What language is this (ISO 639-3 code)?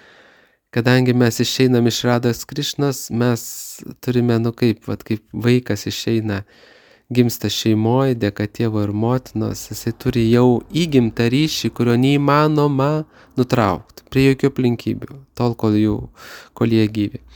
lit